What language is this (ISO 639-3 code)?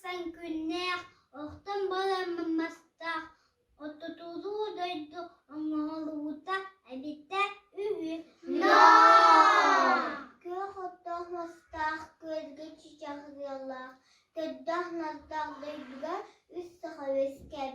sah